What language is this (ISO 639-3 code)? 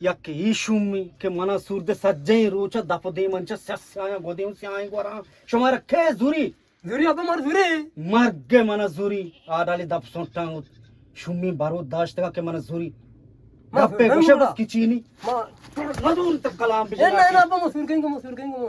bgp